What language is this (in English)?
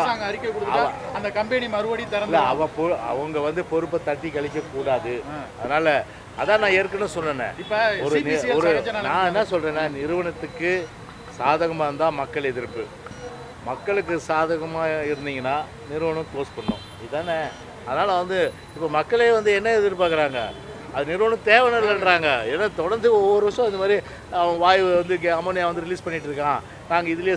Tamil